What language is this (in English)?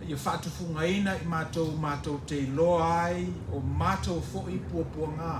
Samoan